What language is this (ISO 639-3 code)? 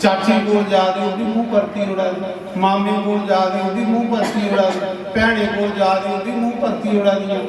doi